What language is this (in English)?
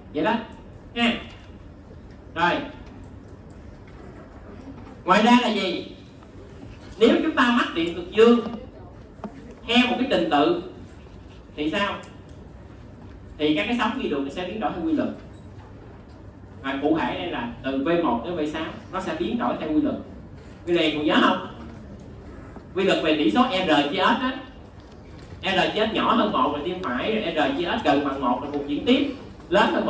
Vietnamese